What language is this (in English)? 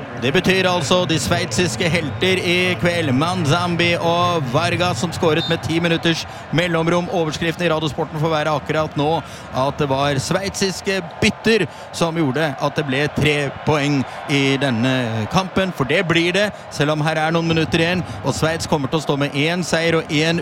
Norwegian